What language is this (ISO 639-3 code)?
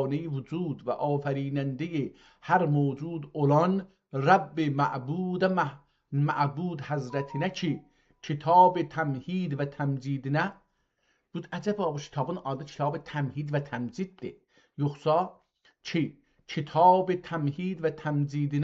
azb